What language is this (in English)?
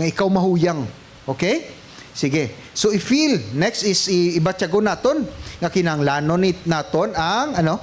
Hiligaynon